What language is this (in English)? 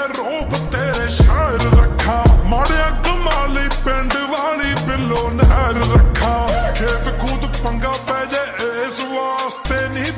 Saraiki